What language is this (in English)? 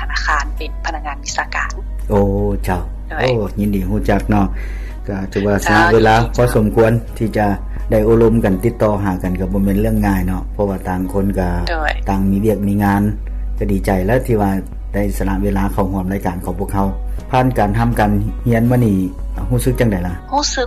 Lao